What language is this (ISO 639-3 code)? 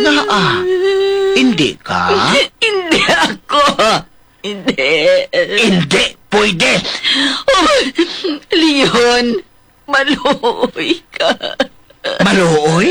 hil